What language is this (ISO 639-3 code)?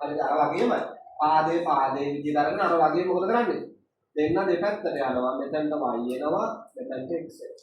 sin